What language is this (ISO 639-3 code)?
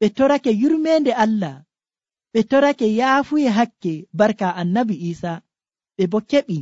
fuv